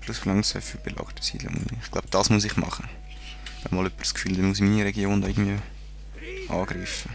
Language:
Swiss German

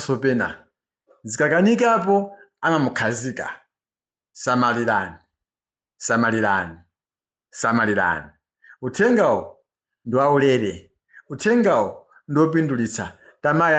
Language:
Nyanja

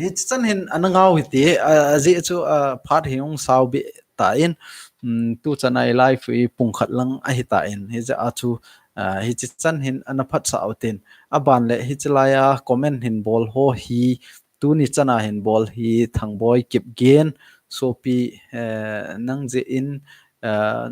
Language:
Thado Chin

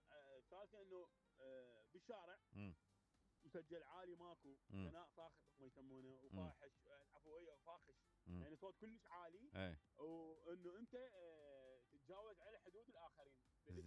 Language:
Mesopotamian Arabic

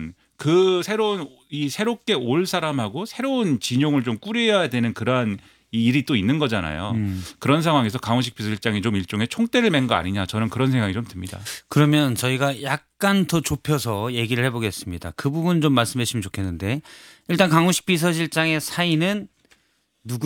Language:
Korean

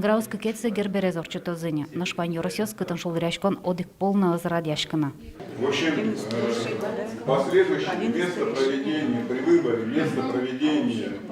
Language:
Udmurt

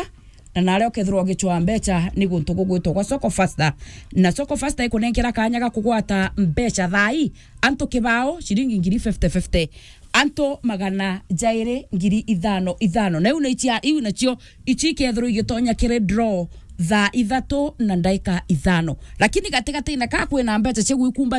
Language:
Meru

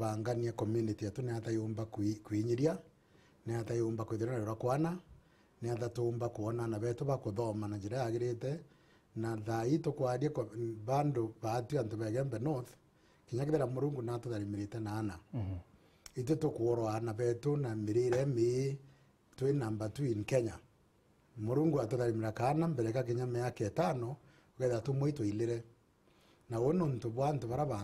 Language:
Meru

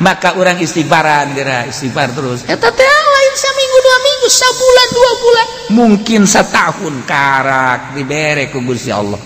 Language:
Sundanese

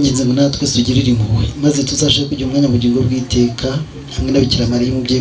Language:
Kinyarwanda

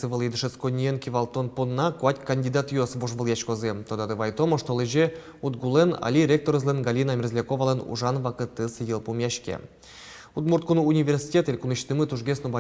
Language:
Udmurt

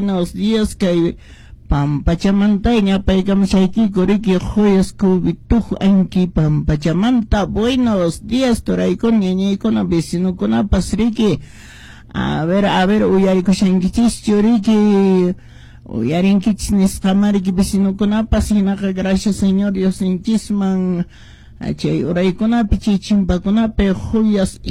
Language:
Quechua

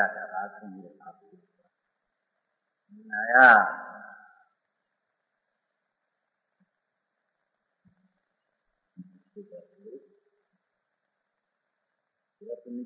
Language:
Hindi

